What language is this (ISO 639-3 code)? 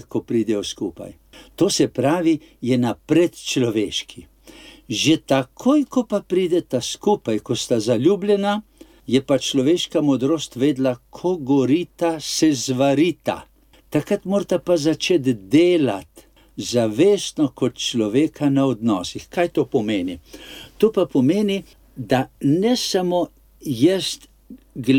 slv